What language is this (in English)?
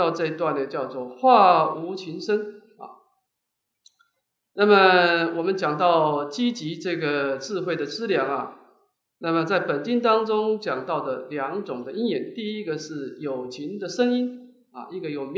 Chinese